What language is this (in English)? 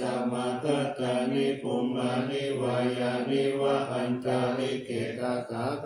Pali